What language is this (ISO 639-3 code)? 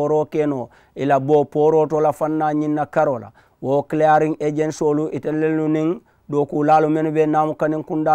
man